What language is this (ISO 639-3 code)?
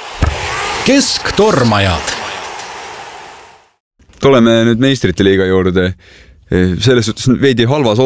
est